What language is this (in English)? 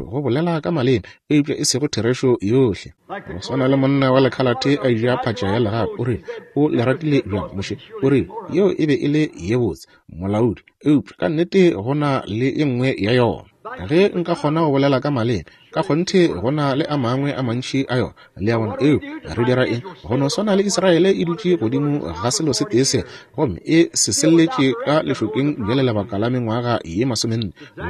Northern Sotho